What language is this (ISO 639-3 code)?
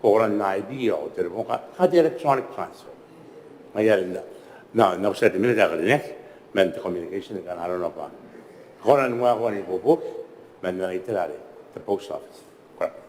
gil